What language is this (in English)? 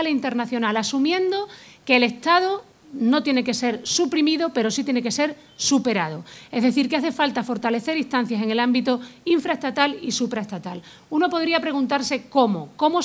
Spanish